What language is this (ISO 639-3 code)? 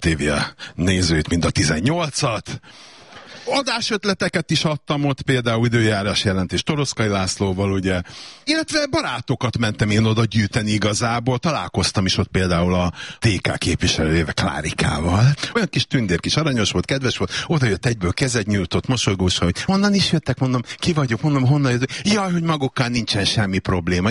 hun